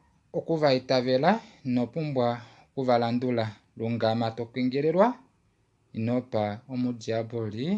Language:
Kuanyama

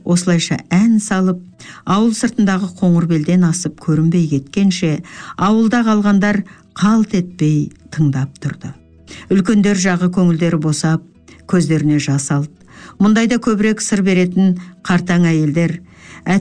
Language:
Kazakh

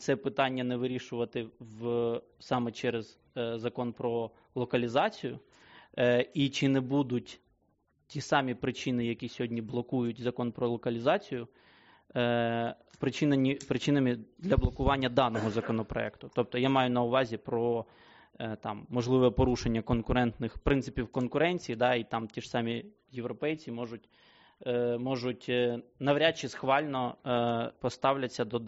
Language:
Ukrainian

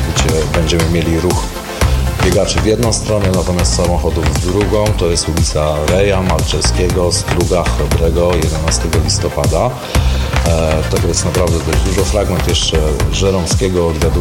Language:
Polish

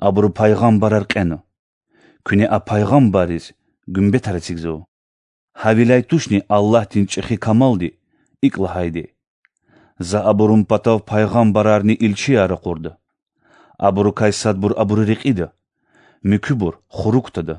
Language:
Lezghian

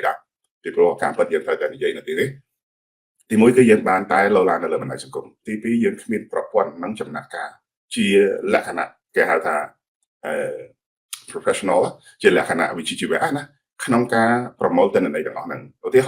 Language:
Khmer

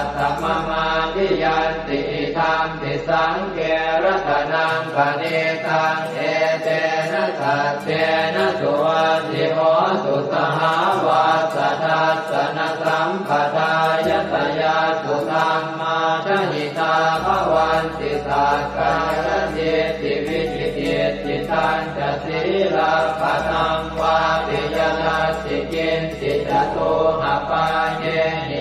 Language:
Pali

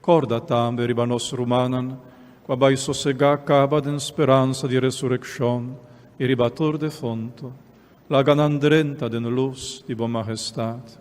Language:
Papiamento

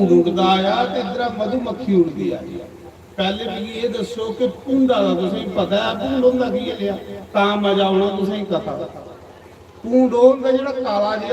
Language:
Dogri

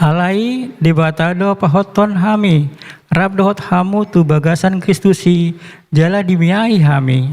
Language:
Batak Toba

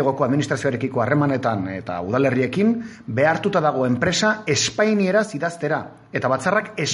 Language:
Basque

